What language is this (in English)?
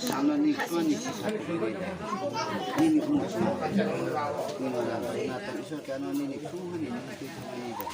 Riang (India)